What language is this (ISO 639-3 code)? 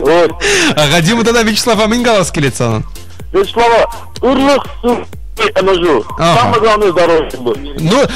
chv